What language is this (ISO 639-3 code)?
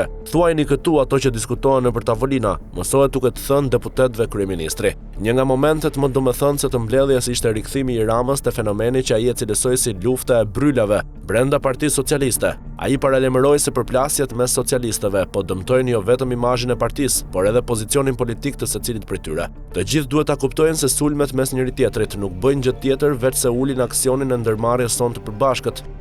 sqi